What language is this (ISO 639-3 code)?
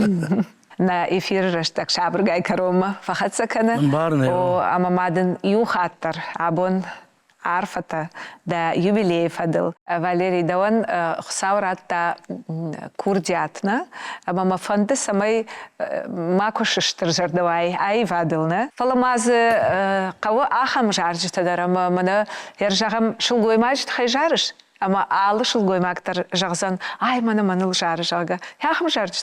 oss